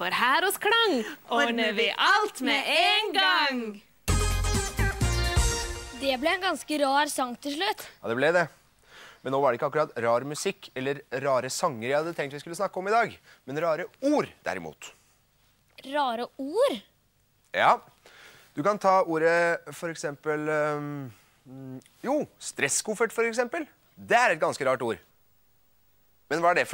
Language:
Norwegian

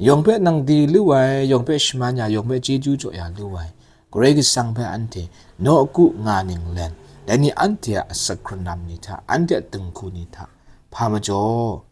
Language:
Kachin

